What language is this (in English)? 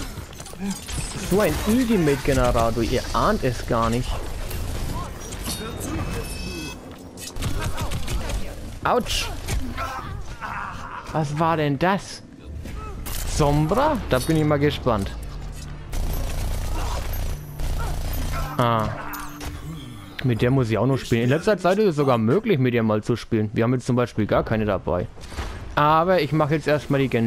German